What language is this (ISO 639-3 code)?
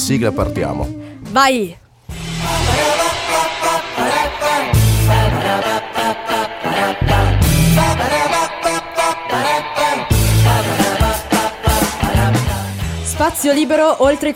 ita